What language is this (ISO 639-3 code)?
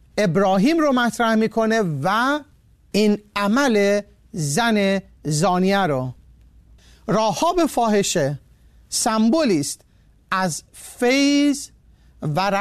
fas